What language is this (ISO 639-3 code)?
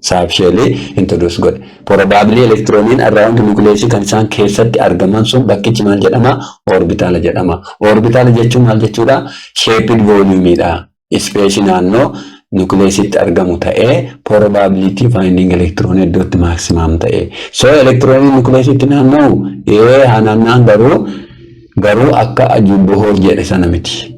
orm